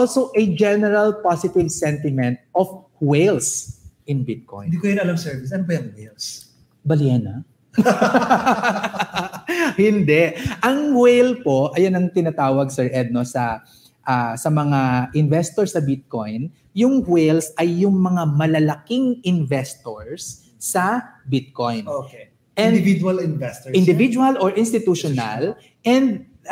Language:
Filipino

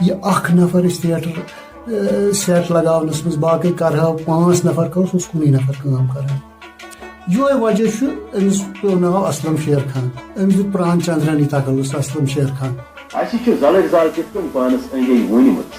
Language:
Kashmiri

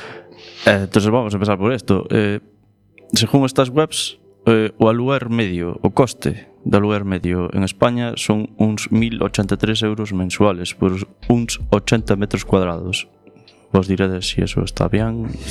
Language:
Galician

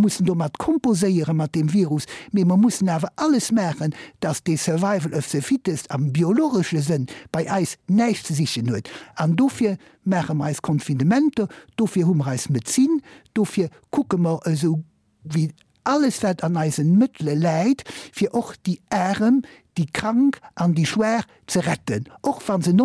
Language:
Luxembourgish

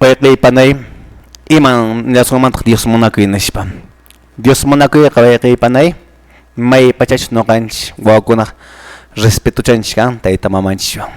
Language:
Quechua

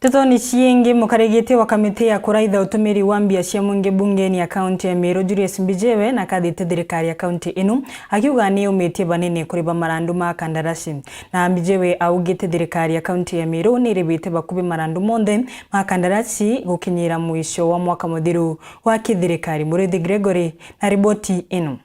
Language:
Meru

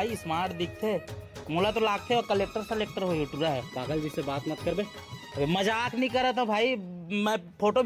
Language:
Chhattisgarhi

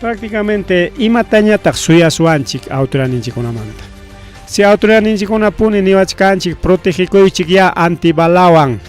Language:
Ayacucho Quechua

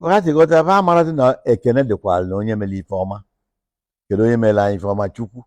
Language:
Igbo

